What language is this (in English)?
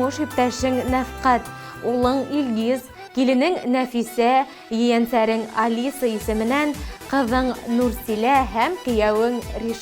Bashkir